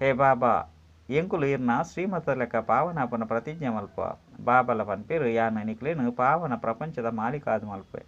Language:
Tulu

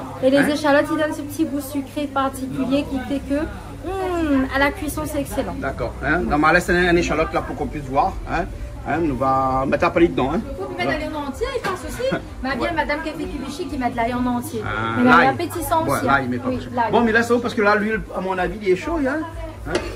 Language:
Réunion Creole French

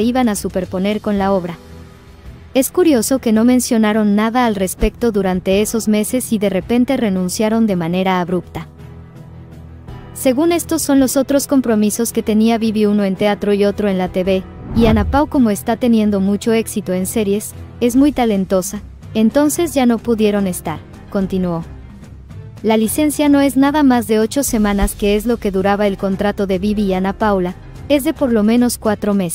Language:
Spanish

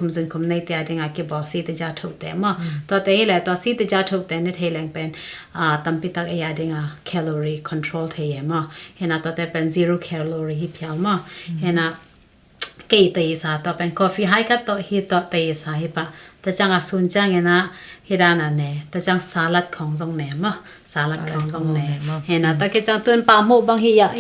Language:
Tedim Chin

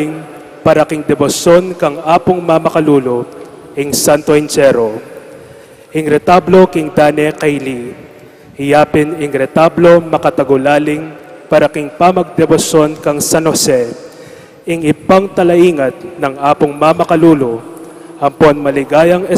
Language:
Pampanga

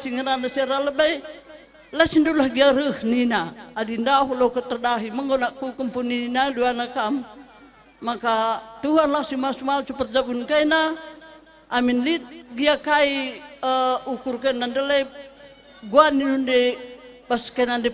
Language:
Batak Karo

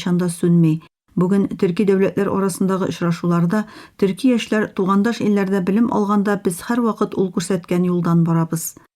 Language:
Tatar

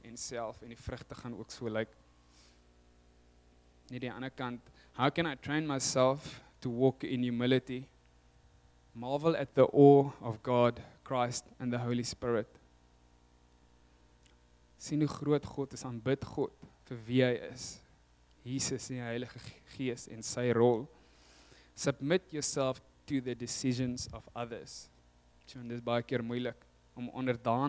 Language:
Afrikaans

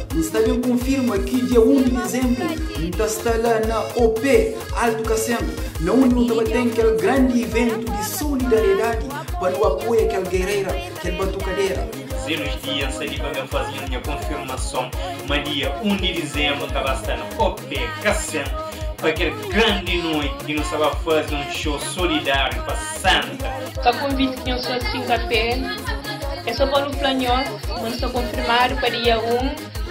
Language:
Kabuverdianu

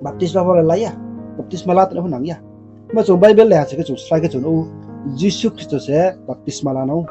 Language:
Riang (India)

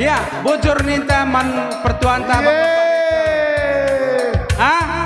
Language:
Batak Karo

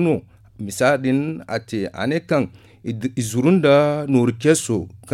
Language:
Zarma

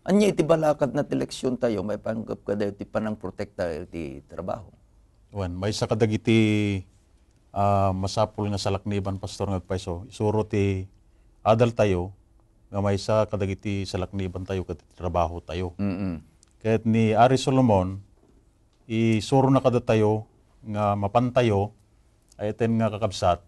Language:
Iloko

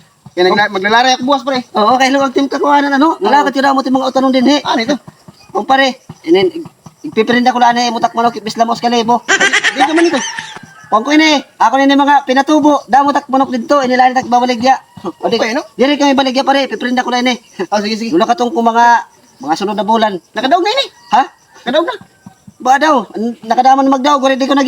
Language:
Waray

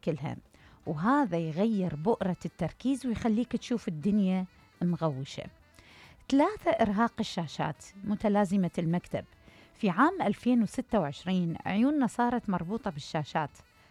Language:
Mesopotamian Arabic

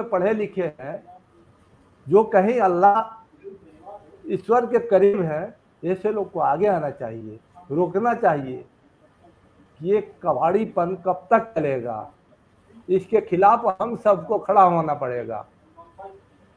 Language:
Hindi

